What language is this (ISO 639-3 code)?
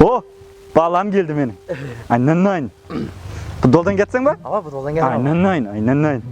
kaa